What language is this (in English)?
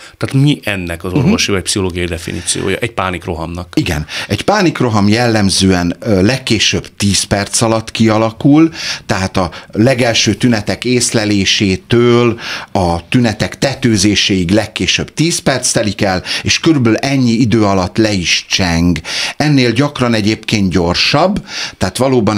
Hungarian